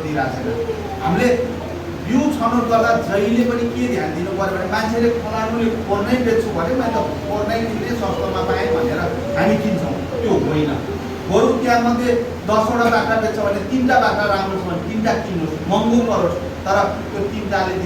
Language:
Nepali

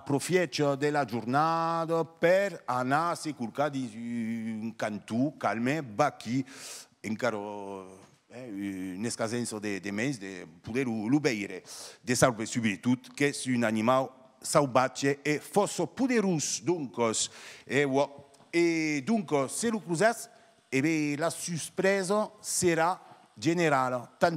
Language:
Occitan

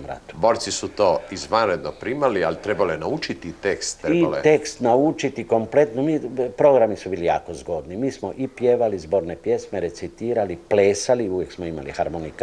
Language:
Croatian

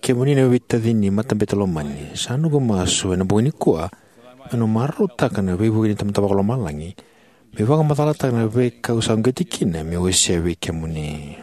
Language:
Fijian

